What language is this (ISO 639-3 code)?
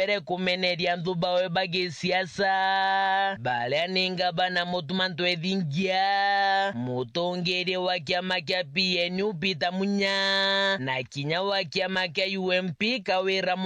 mer